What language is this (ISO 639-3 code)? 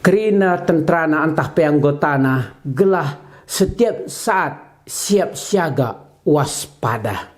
btx